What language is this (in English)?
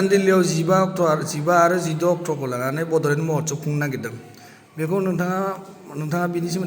Bodo